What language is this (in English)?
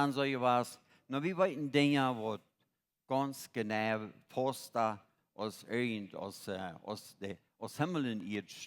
Plautdietsch